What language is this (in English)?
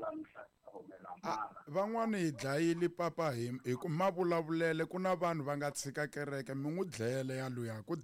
Tsonga